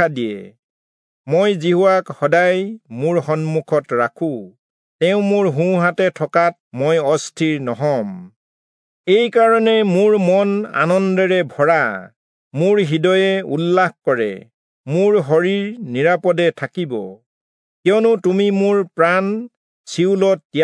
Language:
Assamese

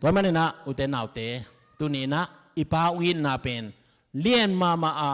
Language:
Tedim Chin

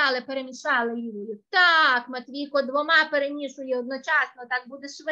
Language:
Ukrainian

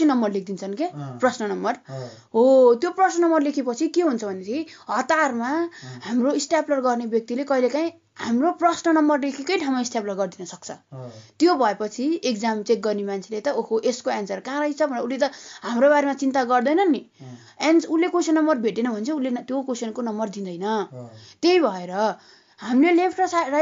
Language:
Nepali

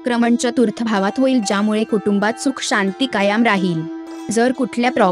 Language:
Marathi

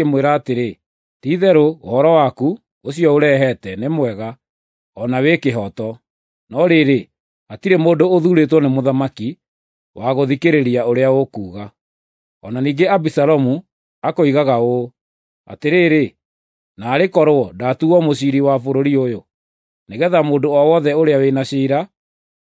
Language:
Kikuyu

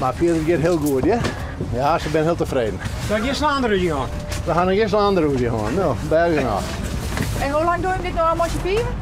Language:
Western Frisian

